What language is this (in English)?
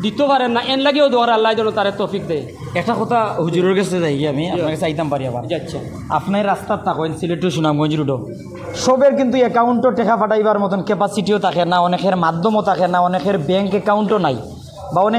Sylheti